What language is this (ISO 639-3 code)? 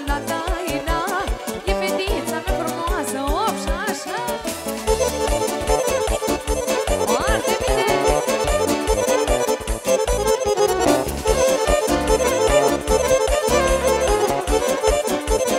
ron